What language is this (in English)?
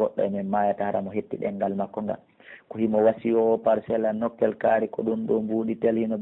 Pular